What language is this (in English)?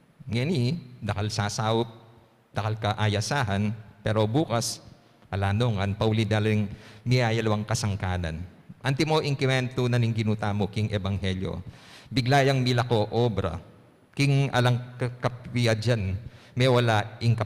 Pampanga